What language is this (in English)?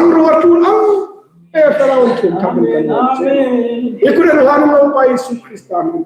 Hmar